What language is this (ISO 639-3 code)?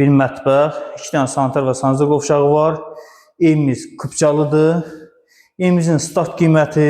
aze